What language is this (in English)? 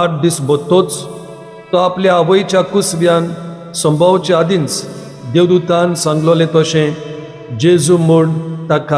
Konkani